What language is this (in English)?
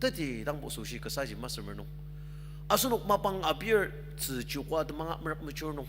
Ao Naga